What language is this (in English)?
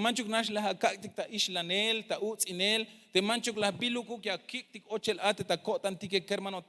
Tzeltal